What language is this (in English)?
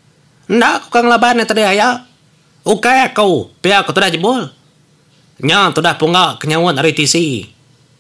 Iban